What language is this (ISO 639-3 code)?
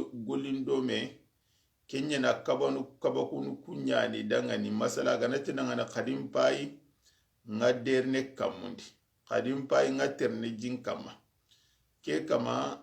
snk